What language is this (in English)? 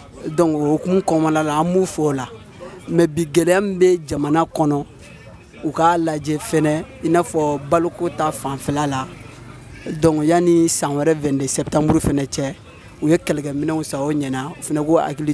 Bambara